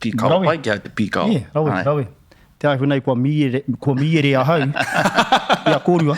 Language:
Māori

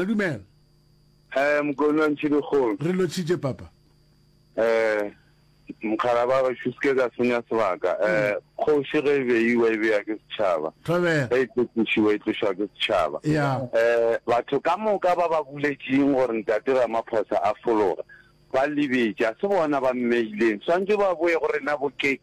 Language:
Northern Sotho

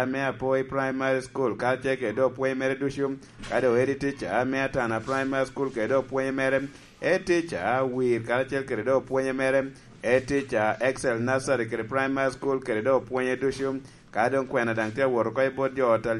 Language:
Lango (Uganda)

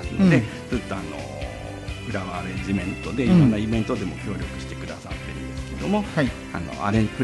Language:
Japanese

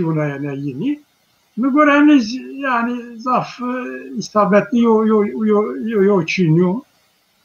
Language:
Zaza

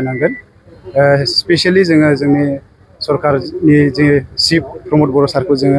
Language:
Bodo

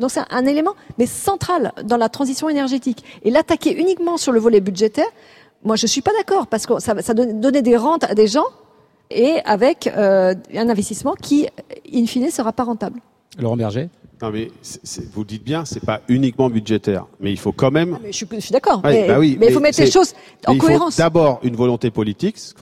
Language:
French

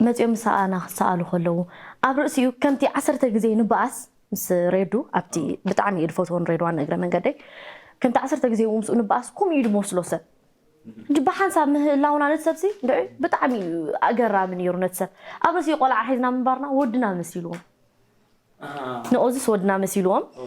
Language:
Tigrinya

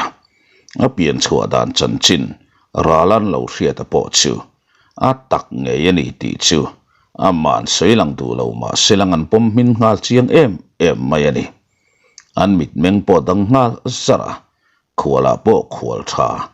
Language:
Mizo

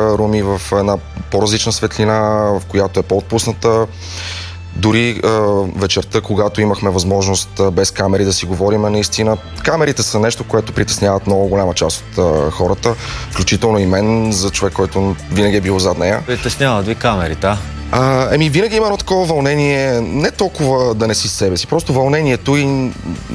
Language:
Bulgarian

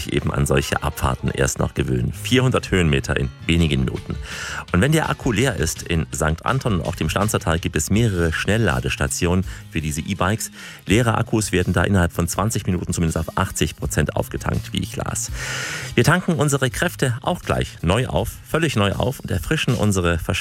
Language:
German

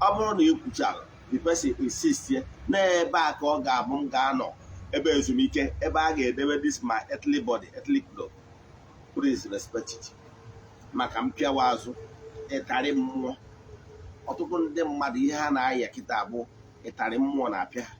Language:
Igbo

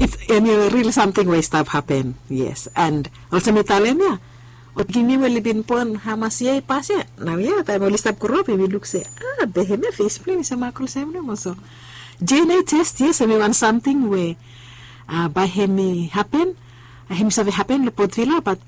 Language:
Bislama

